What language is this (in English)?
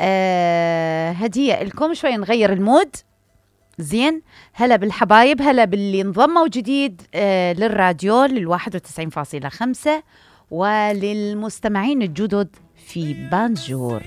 Mesopotamian Arabic